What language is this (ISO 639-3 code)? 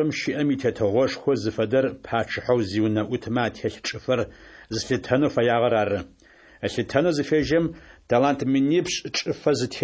kbd